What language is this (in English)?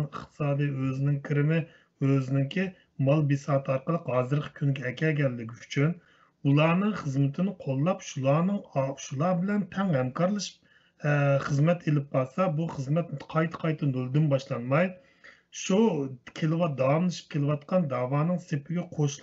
Uyghur